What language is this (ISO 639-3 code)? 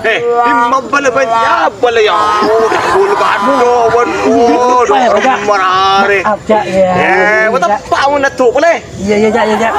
mad